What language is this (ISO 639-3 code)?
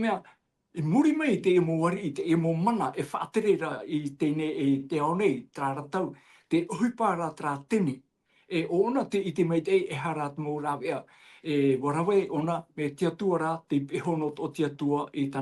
tah